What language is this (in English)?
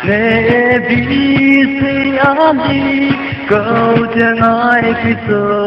Poumei Naga